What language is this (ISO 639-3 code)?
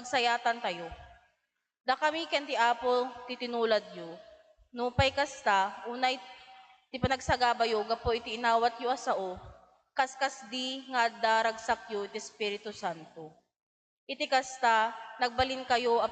ilo